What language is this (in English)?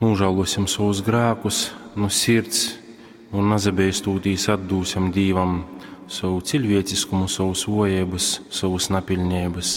Latgalian